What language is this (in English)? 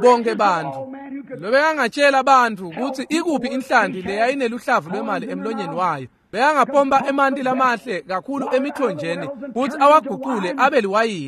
Swati